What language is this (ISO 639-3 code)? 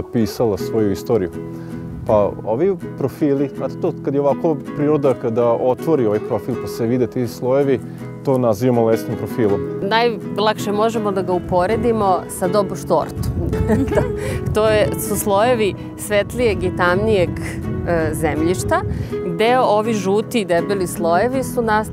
srp